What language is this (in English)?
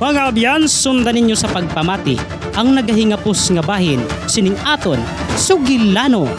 Hiligaynon